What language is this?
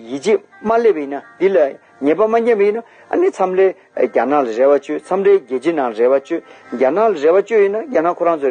Tibetan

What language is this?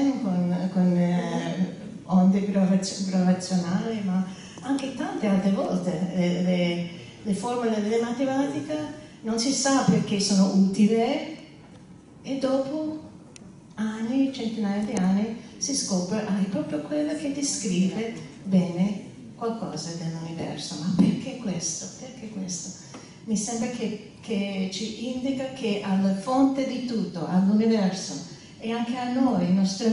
Italian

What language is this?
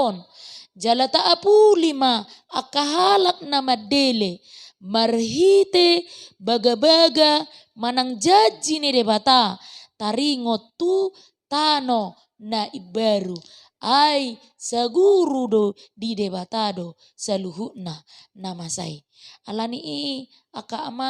Batak Toba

